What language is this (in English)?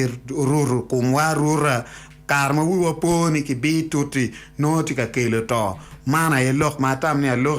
Acoli